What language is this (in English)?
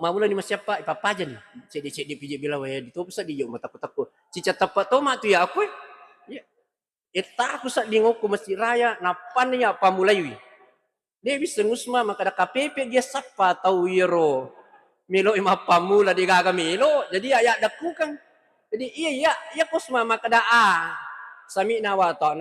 Buginese